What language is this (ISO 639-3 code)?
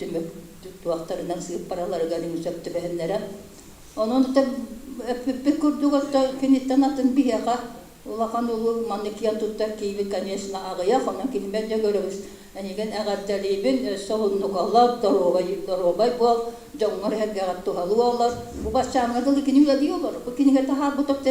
sah